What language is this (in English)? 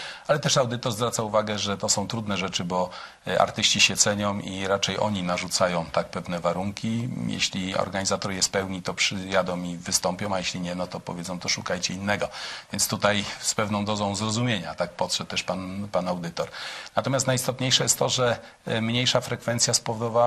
Polish